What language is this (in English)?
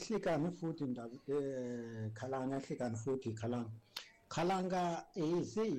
Tsonga